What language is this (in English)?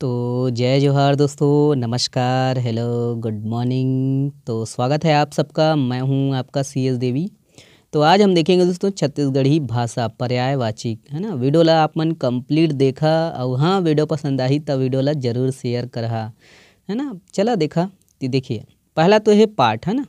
Chhattisgarhi